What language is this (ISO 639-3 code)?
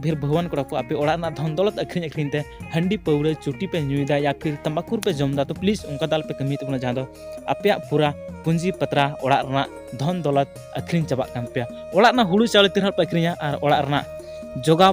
sat